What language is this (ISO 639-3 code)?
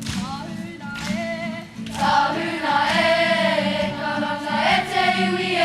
mri